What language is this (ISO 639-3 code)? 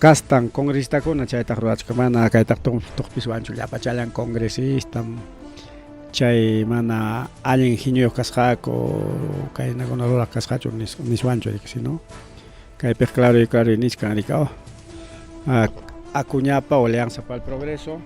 quy